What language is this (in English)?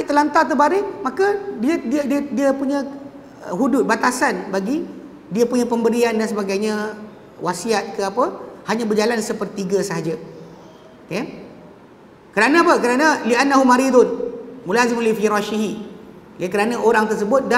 Malay